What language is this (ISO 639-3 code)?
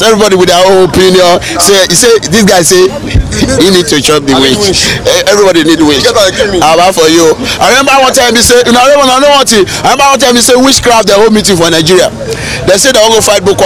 pcm